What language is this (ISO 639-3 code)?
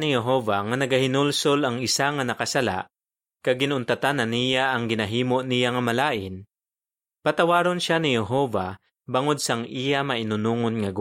hil